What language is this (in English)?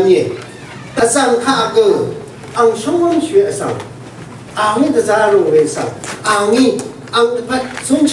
Rawang